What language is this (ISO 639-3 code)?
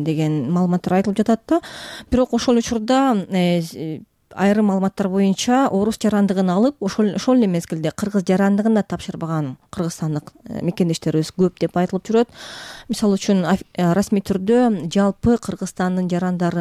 kir